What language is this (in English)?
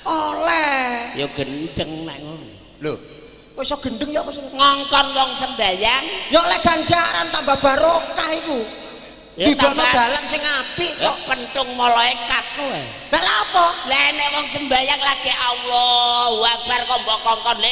Javanese